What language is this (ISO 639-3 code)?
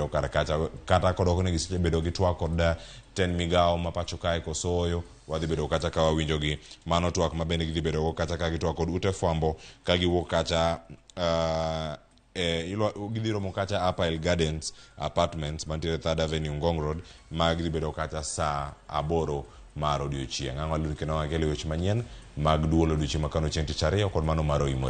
luo